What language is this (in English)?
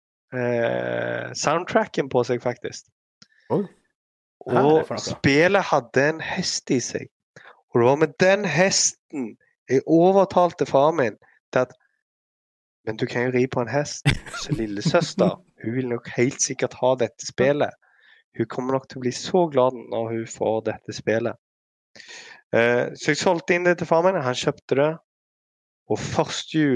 Norwegian